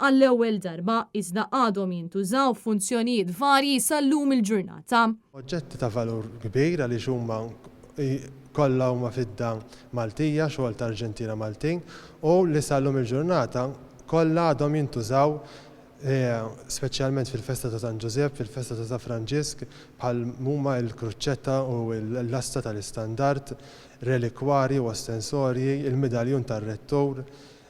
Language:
Maltese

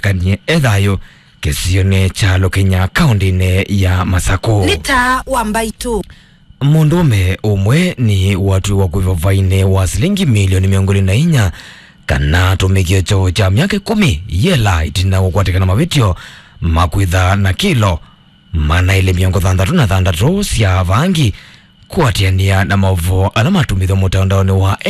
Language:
Kamba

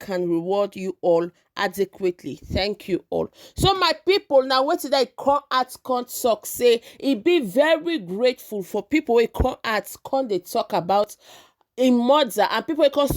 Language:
Nigerian Pidgin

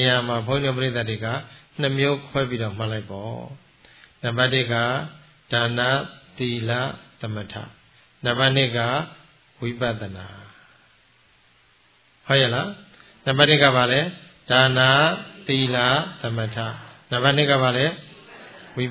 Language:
Burmese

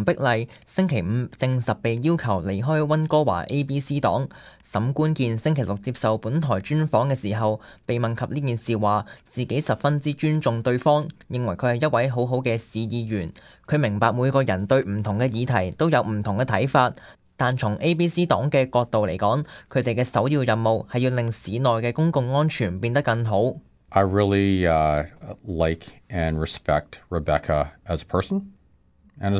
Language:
Cantonese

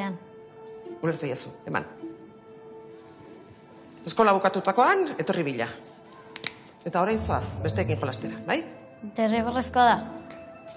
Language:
Basque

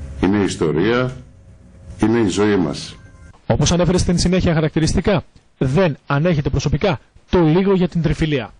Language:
Greek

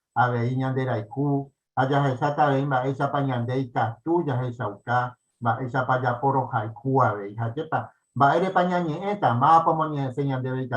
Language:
Guarani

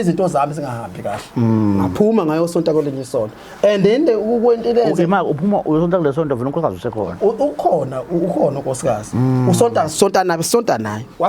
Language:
Zulu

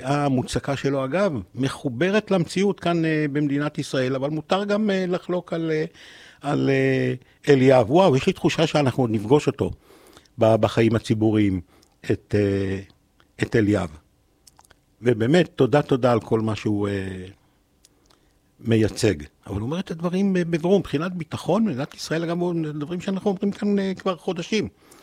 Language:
Hebrew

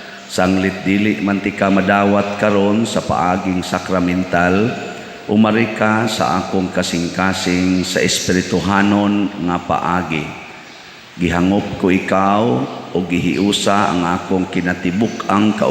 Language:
Cebuano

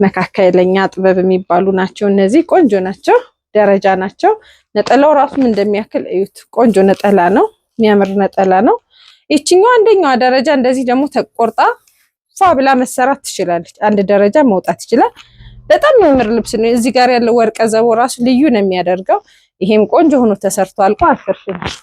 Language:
Amharic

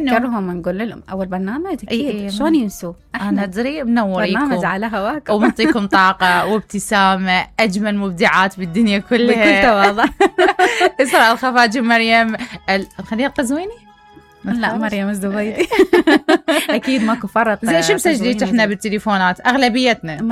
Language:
Mesopotamian Arabic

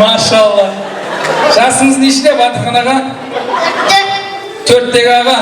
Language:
Kazakh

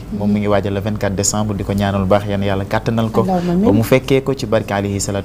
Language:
Wolof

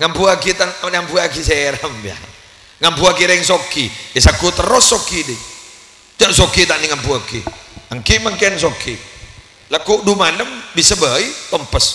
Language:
Madurese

